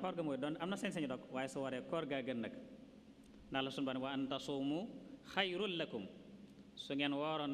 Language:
Wolof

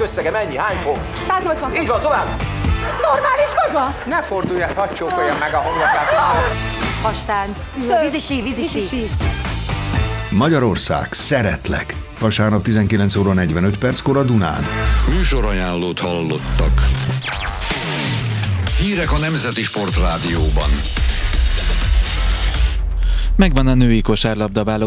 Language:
Hungarian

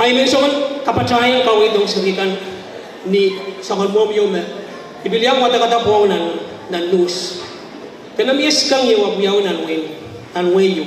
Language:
Pohnpeian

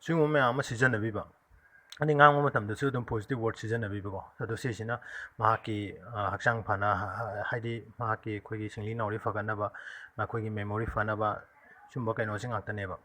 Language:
Manipuri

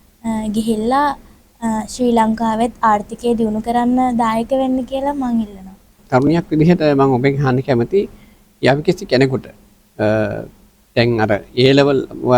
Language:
Sinhala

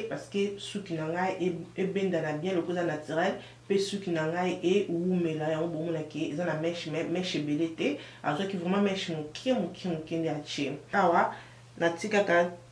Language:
Lingala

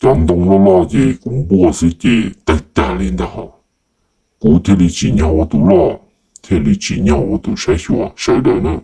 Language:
Hmong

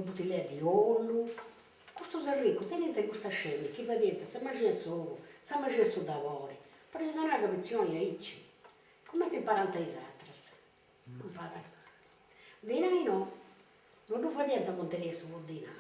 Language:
Sardinian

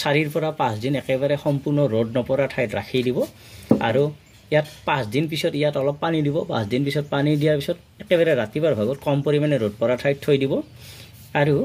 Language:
Assamese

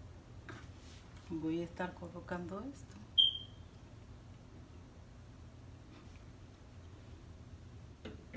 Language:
Spanish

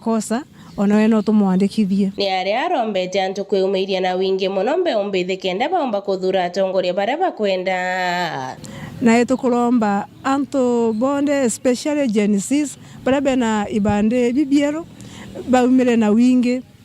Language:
Meru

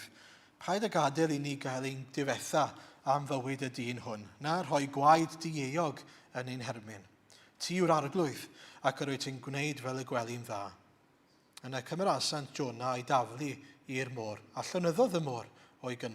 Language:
Welsh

